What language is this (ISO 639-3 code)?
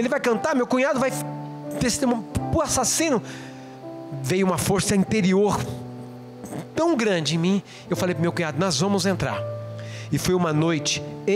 por